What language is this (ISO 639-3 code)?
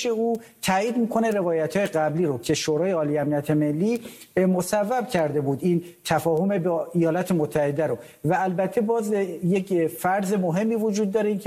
fas